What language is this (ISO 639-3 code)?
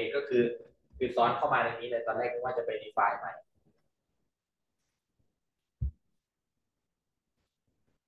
tha